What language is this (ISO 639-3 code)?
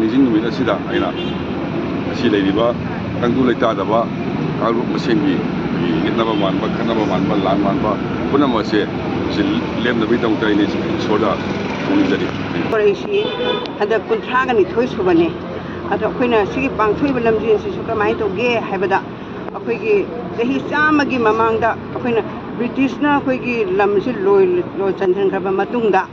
mni